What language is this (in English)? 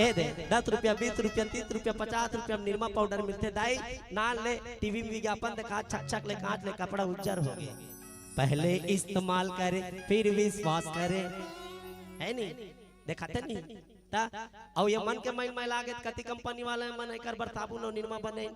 Chhattisgarhi